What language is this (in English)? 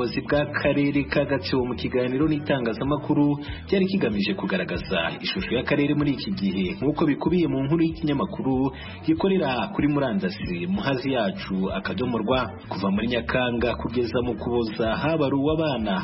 Kinyarwanda